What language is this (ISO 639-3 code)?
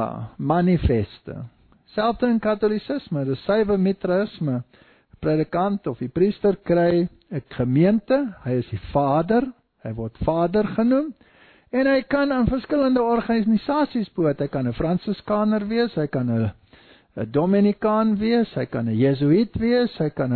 afr